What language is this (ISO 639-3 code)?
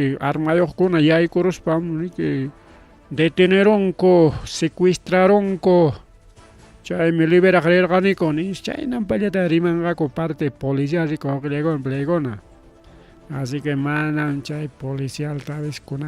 quy